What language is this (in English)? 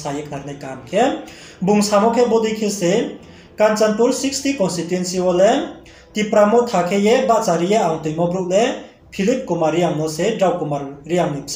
Riang (India)